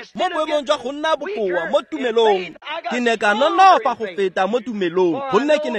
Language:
Tswana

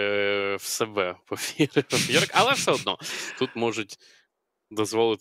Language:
Ukrainian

